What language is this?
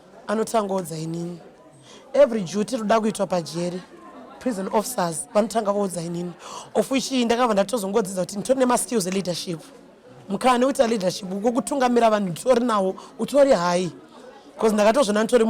Shona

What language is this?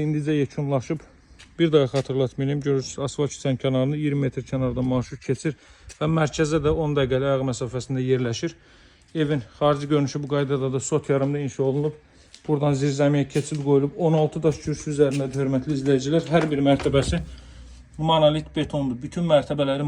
Azerbaijani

